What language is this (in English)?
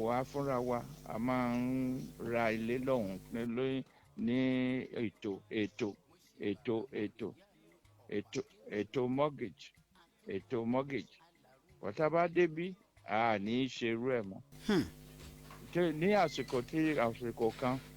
Yoruba